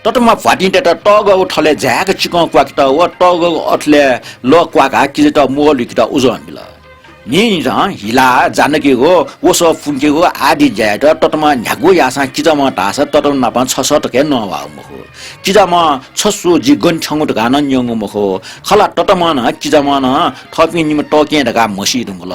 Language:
Newari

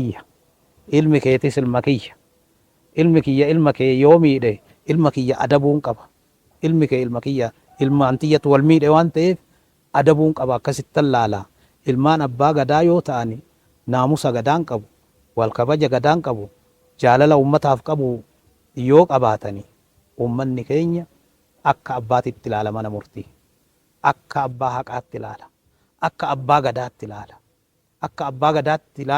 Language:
Oromo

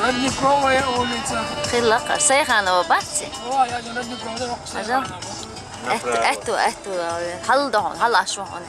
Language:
Chechen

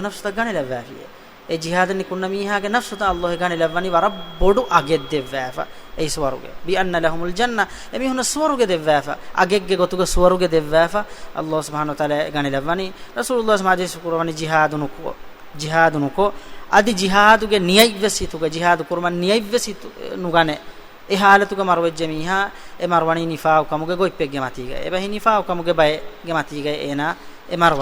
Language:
Divehi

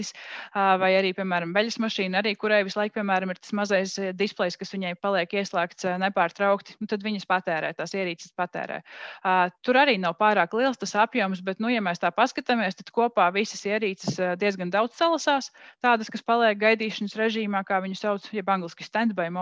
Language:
Latvian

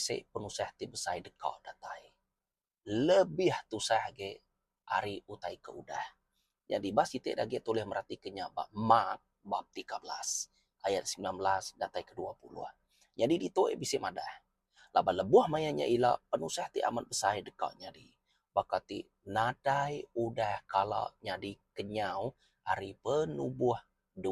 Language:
Iban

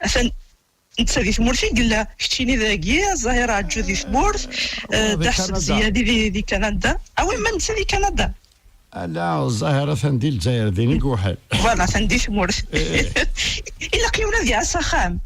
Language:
Kabyle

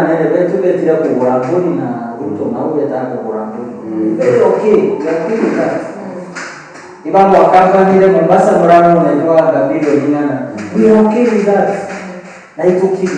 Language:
Meru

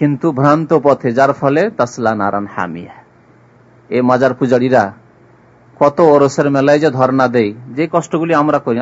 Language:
Bangla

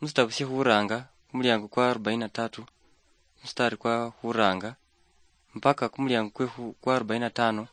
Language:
Luyia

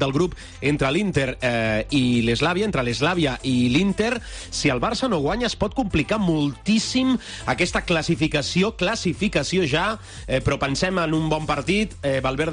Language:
Catalan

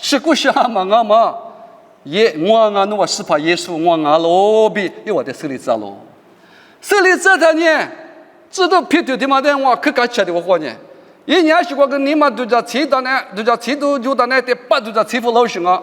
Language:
Lisu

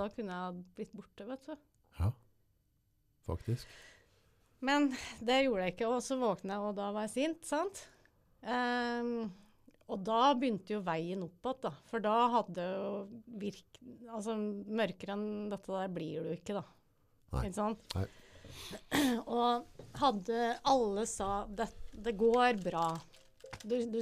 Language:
Norwegian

